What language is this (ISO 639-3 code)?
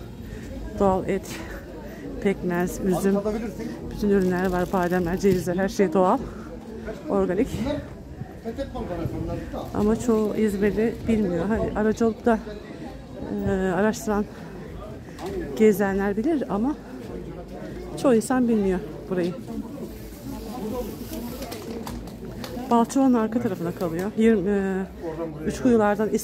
tur